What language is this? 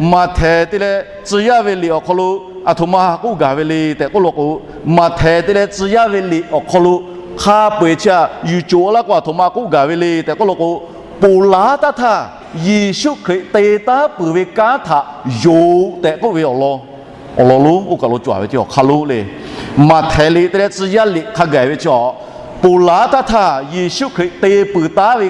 Lahu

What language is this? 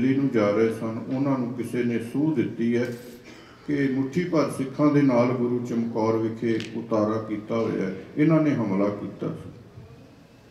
Punjabi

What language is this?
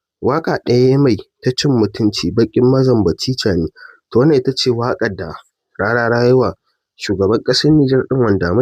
Hausa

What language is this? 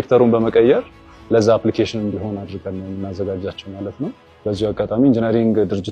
Amharic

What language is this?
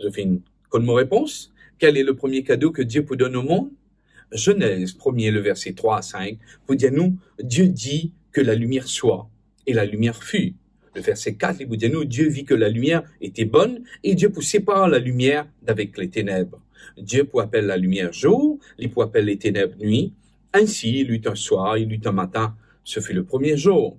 Morisyen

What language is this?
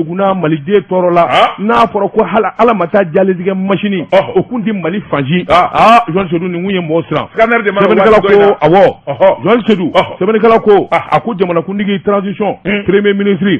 Bambara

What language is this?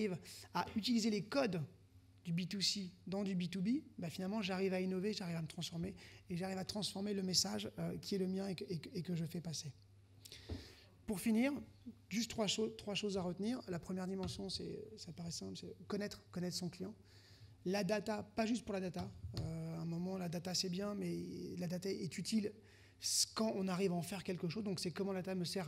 French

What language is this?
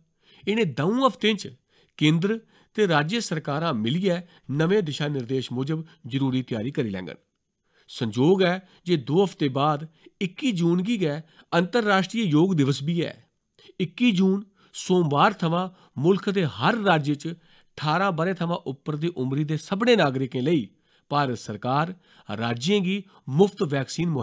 Dogri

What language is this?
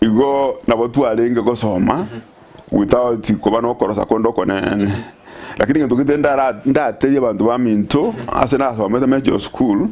Gusii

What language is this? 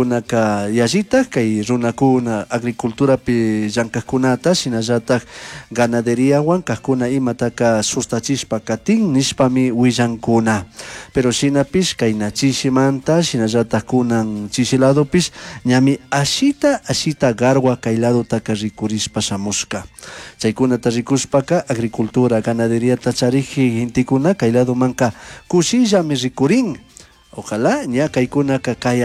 Chimborazo Highland Quichua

